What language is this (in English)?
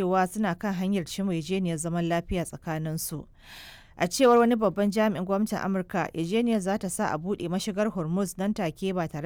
Hausa